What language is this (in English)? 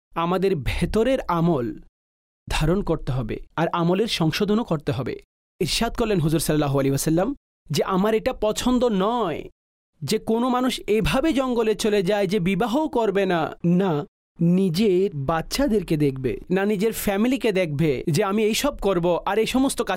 Bangla